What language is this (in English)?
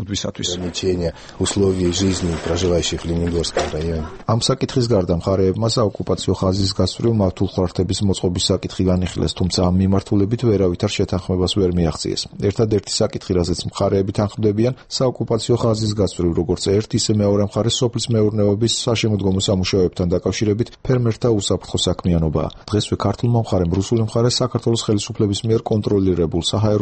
Georgian